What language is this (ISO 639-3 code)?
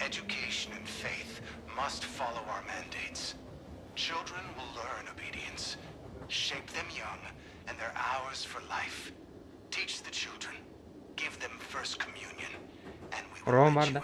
sah